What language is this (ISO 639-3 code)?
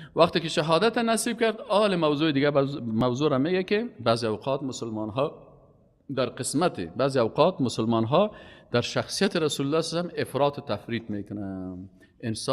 fas